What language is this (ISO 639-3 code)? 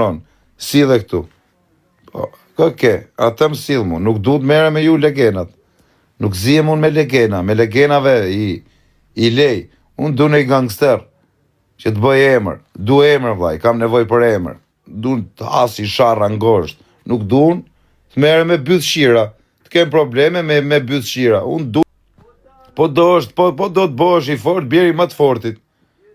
sqi